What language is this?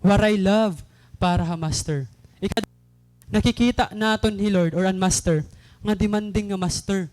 Waray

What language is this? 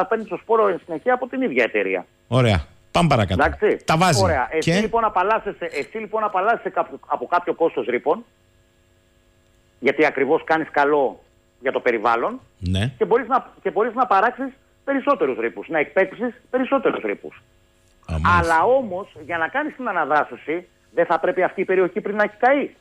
Greek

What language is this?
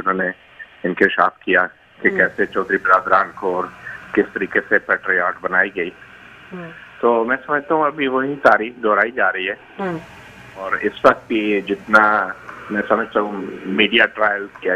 Urdu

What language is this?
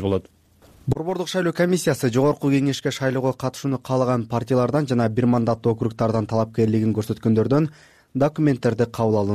Kyrgyz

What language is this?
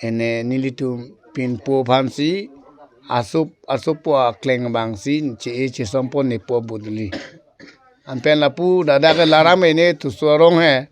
Karbi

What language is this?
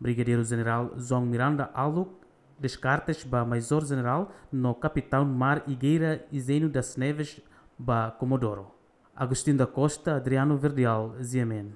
Tetum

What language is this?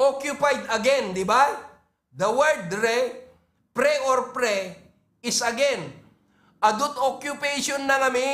Iloko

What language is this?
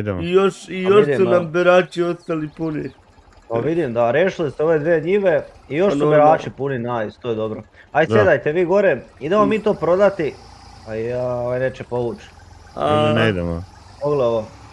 Croatian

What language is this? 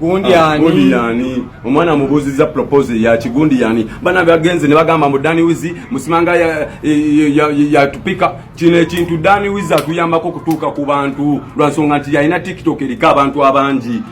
Ganda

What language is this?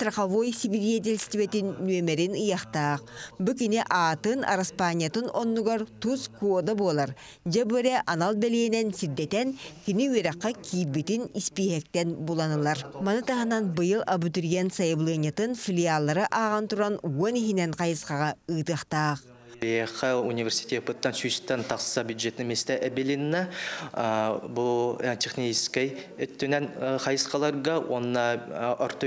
Yakut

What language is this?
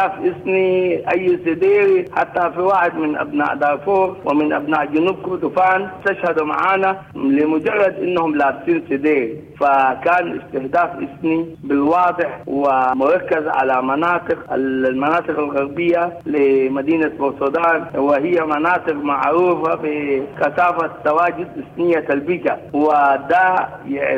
Sudanese Arabic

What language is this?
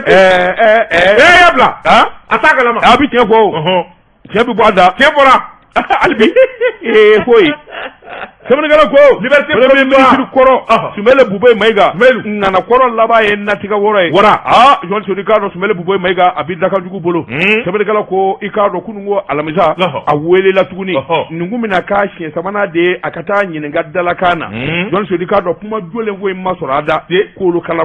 Bambara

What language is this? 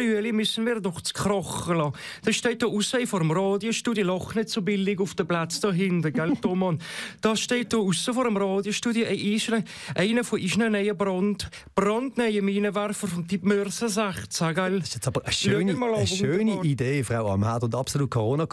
Swiss German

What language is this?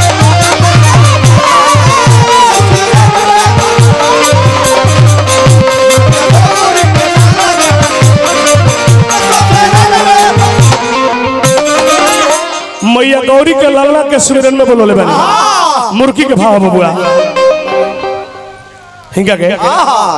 Bhojpuri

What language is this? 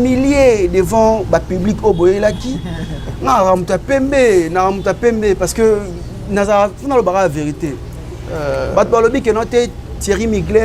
Lingala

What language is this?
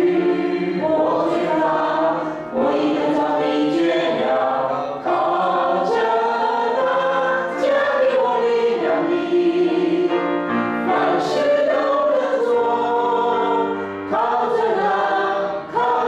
Chinese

